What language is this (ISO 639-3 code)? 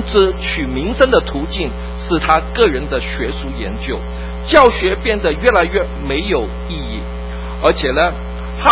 zho